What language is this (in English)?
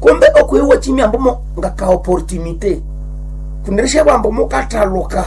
Nande